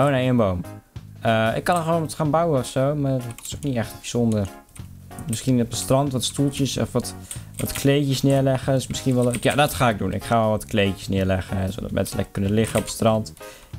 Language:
Dutch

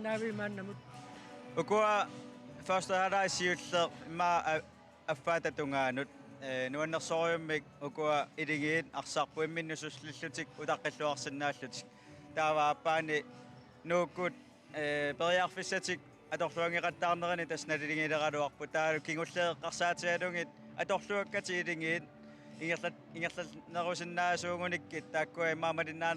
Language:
Kalaallisut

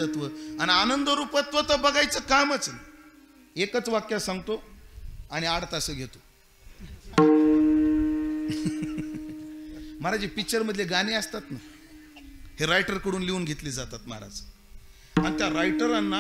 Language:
Marathi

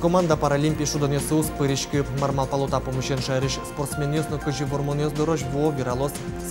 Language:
Udmurt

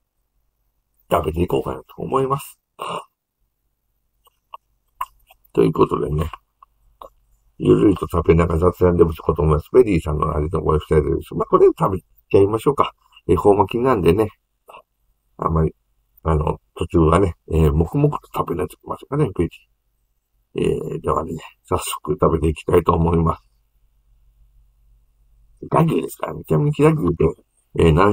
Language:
Japanese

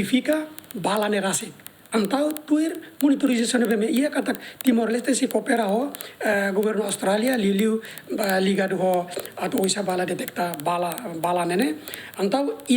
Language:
Tetum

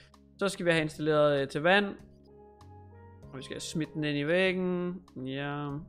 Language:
Danish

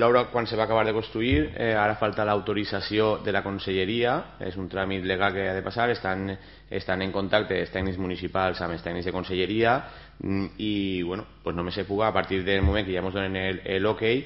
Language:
Catalan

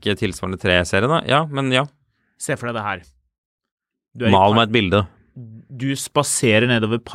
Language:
Norwegian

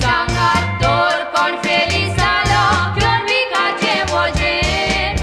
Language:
Konkani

